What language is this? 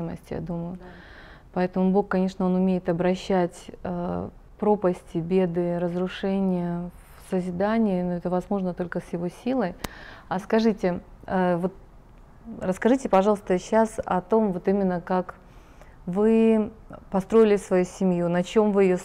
Russian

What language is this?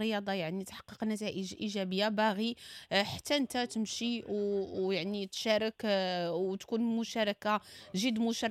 Moroccan Arabic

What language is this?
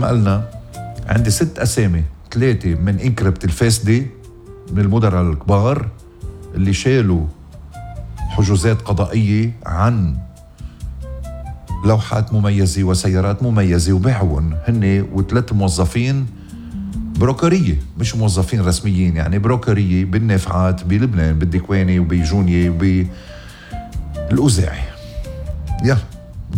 North Levantine Arabic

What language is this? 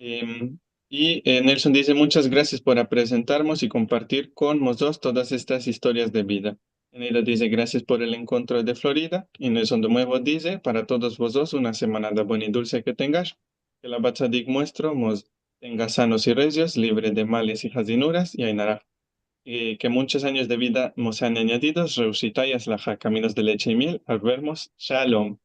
Ladino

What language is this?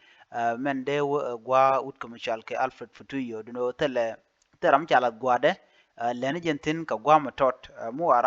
Nuer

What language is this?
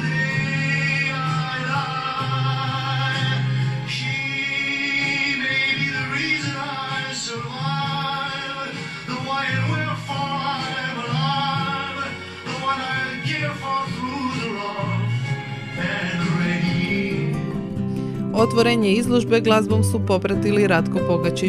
Croatian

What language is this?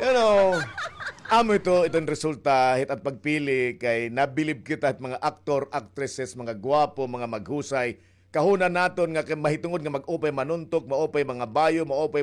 Waray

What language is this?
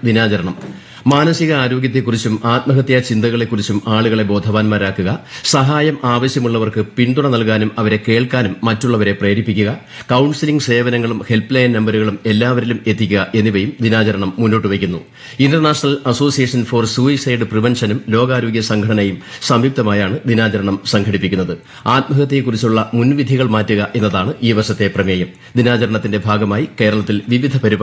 Malayalam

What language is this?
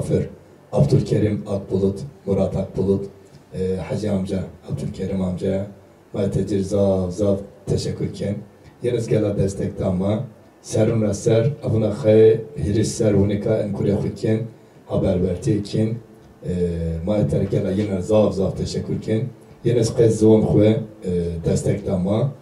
Zaza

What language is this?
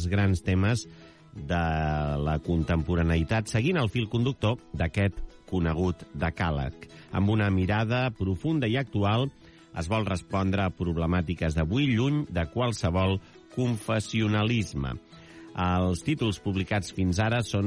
Catalan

